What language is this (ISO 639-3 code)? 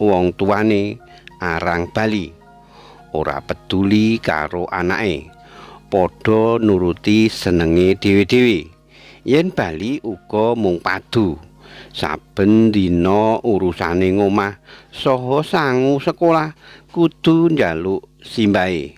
jav